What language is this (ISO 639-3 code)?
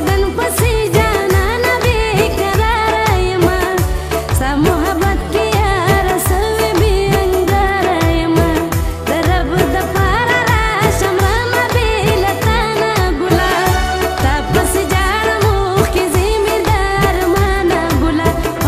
skr